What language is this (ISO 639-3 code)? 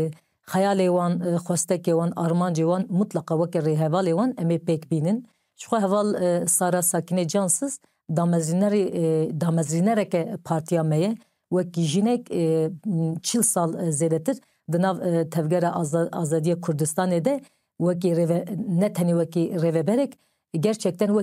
kur